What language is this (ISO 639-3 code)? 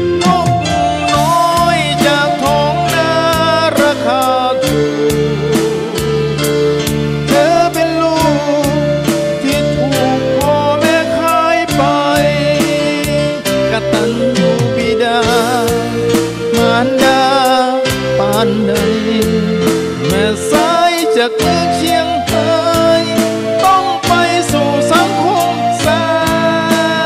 tha